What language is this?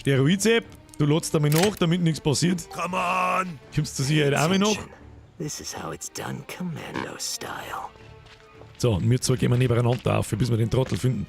Bavarian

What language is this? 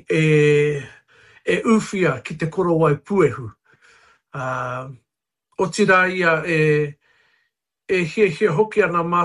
Māori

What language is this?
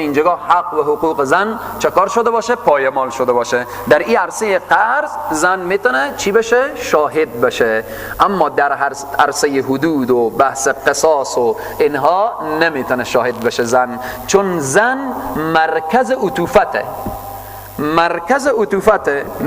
Persian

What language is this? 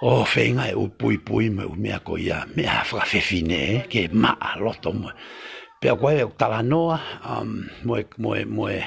Tongan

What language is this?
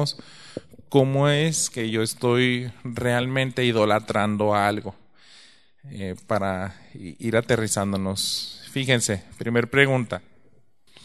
Spanish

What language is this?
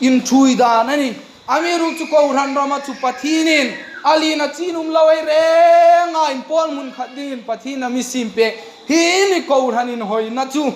Hmar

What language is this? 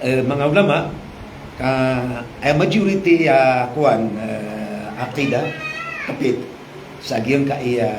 Maranao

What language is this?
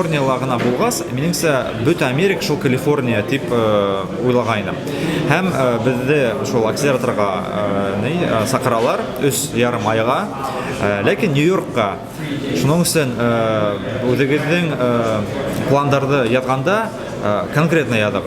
Bashkir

